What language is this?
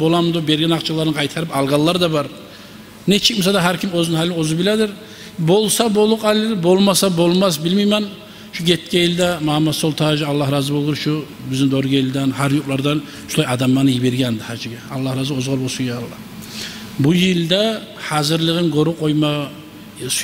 Kumyk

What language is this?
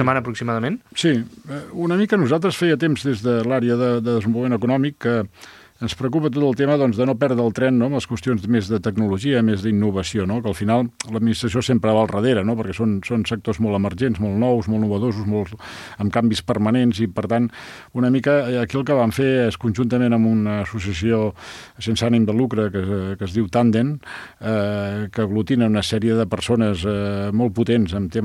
Catalan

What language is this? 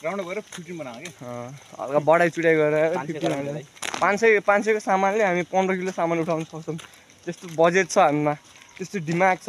Nepali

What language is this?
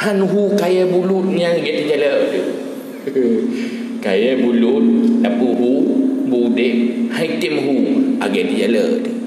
Achinese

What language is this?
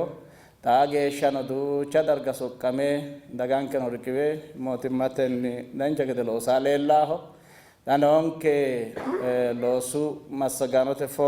Sidamo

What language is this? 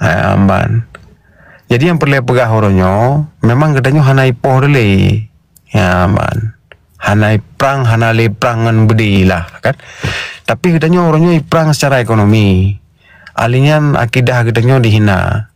Achinese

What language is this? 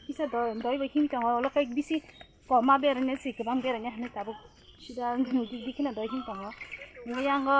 Kok Borok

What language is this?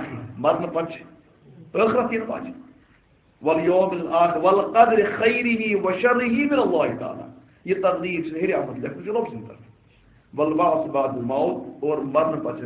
Kashmiri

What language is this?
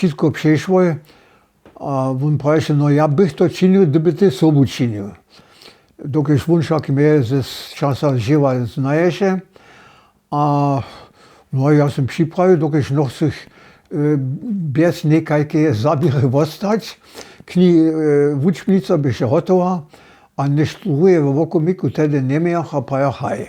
Upper Sorbian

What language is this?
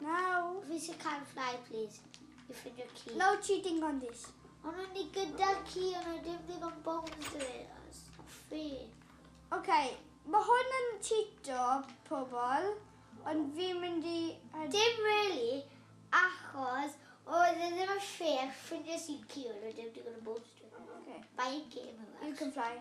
Welsh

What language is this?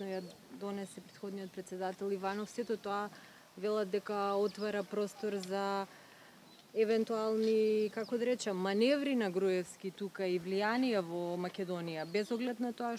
Macedonian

